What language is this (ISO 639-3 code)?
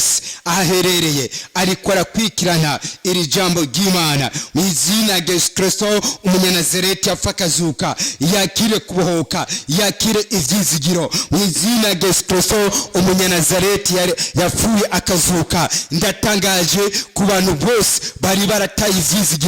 run